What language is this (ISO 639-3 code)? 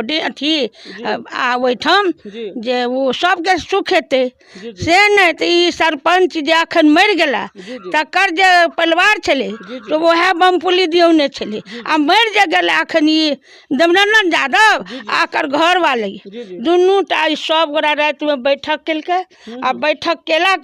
mai